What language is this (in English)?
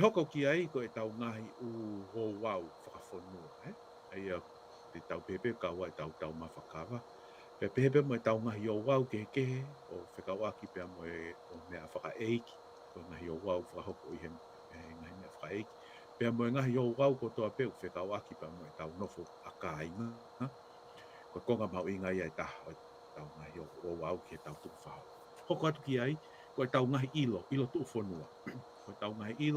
Tongan